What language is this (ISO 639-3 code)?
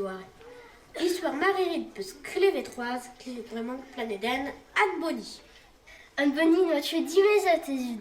bre